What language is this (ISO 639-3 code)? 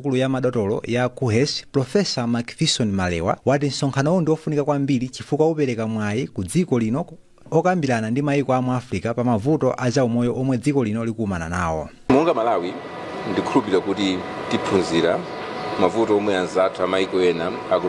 nya